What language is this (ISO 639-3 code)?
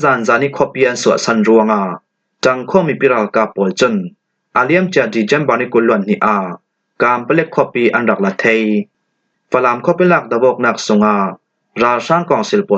cfm